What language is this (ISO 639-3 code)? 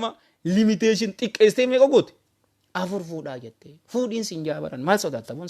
orm